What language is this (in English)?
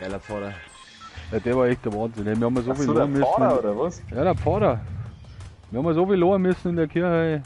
Bavarian